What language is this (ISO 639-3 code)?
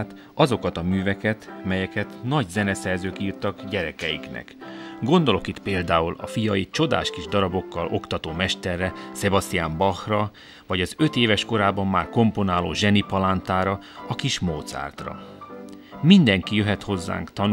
hun